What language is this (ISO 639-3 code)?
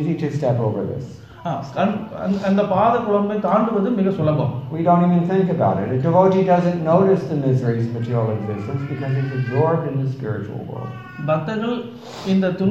tam